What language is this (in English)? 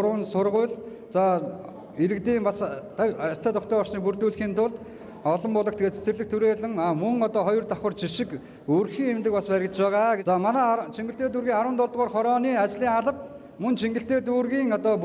Mongolian